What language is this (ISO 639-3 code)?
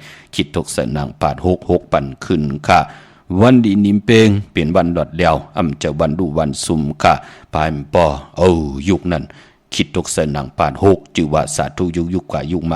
shn